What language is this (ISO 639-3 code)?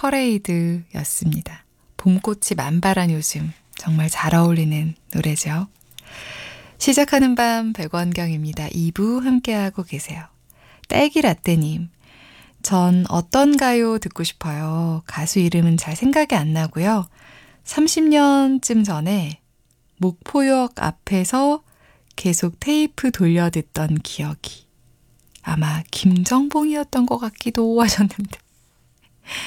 kor